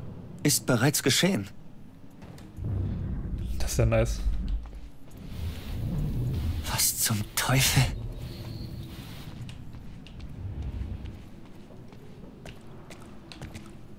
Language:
German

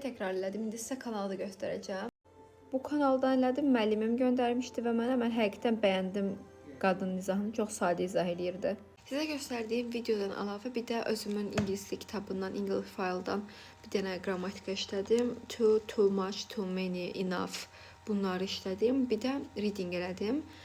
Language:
Azerbaijani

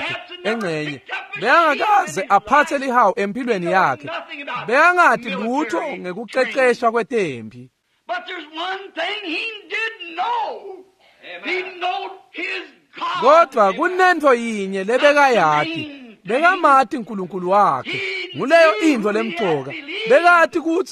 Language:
Swati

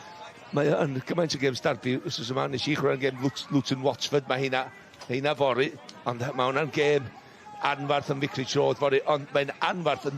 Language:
Welsh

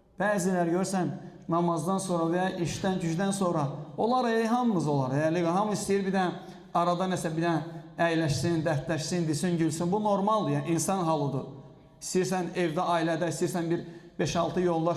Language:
Azerbaijani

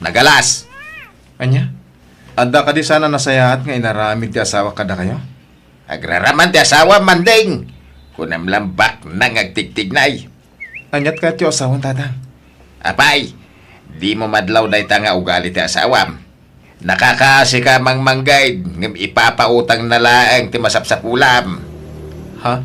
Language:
Iloko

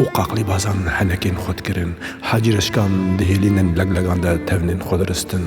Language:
Kurdish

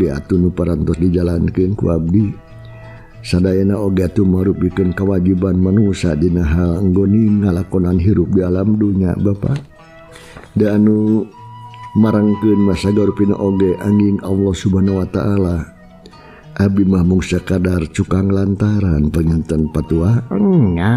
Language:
Sundanese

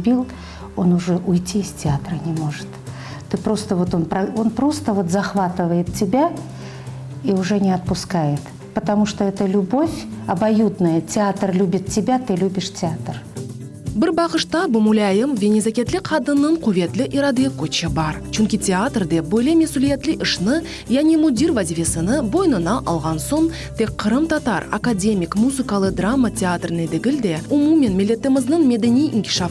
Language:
Crimean Tatar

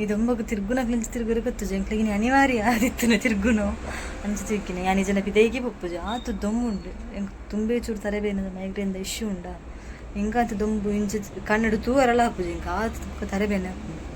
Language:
Tulu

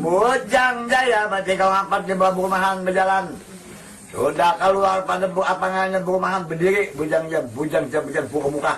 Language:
Banjar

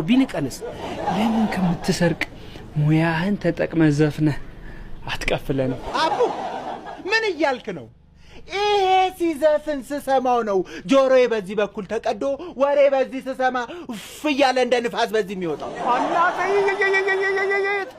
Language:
Amharic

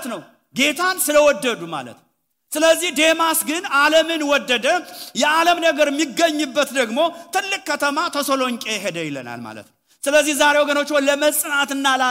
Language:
Amharic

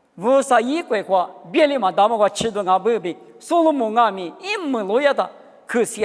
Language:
Lisu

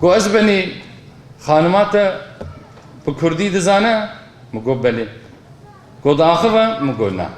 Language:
Kurdish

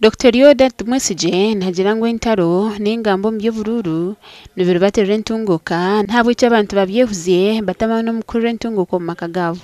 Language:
Nyankole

